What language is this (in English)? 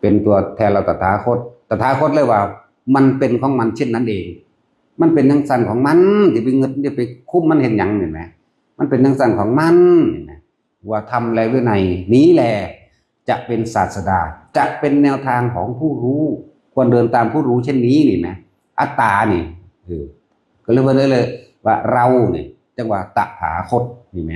Northeastern Thai